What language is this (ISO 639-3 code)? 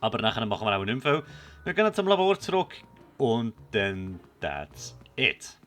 gsw